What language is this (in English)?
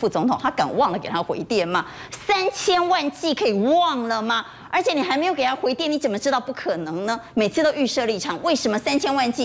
Chinese